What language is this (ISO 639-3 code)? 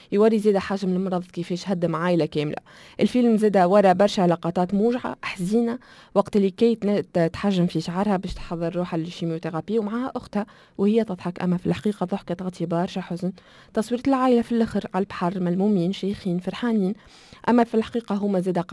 aeb